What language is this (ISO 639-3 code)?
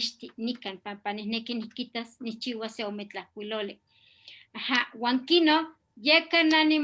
nhe